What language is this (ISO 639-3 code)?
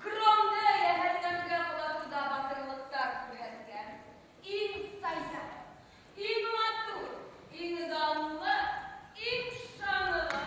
bak